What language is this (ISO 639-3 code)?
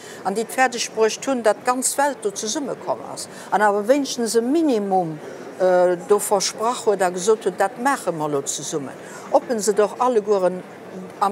ltz